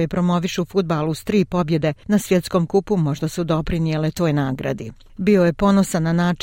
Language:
Croatian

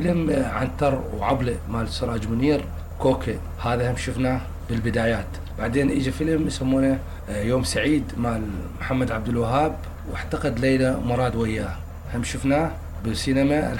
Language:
Mesopotamian Arabic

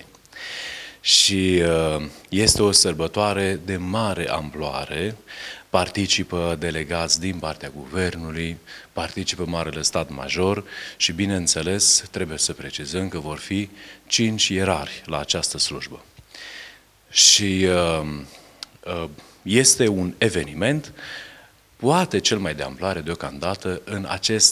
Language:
Romanian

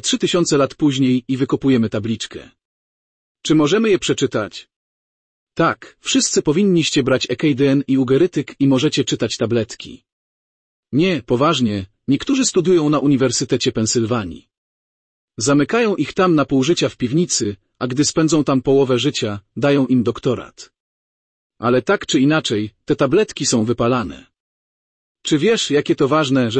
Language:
Polish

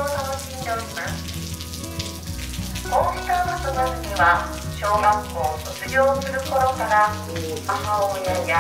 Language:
Japanese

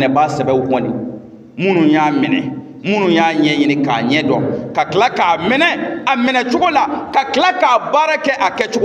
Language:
Bambara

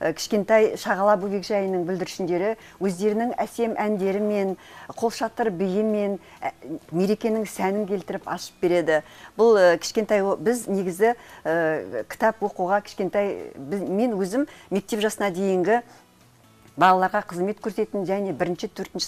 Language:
Kazakh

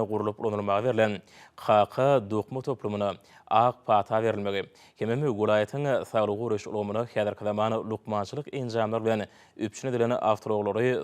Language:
Turkmen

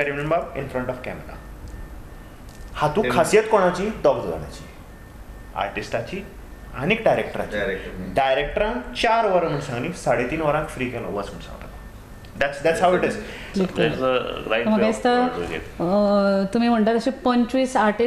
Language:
Konkani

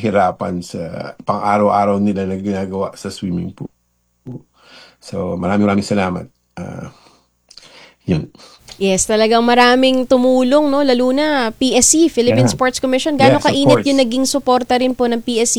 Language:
Filipino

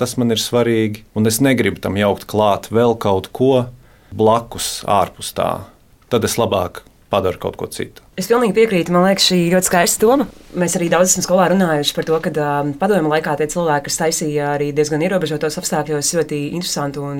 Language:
Latvian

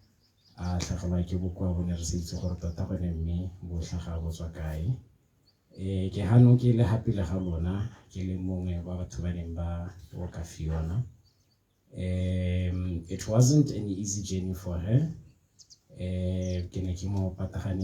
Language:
Tswana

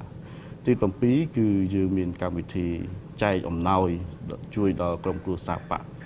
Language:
Khmer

